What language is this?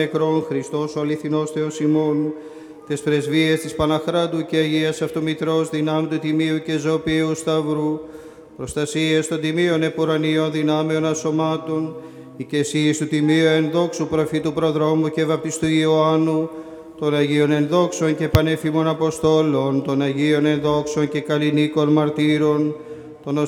Greek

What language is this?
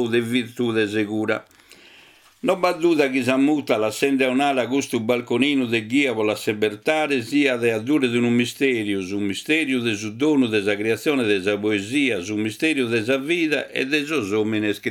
Sardinian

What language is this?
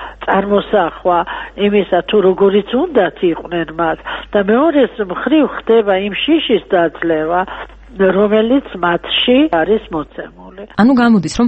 Georgian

